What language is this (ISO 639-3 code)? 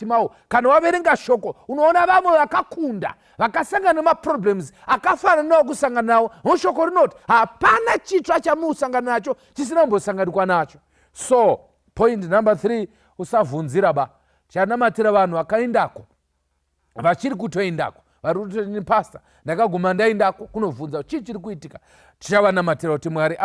sna